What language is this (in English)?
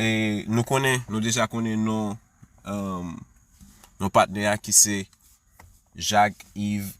Haitian Creole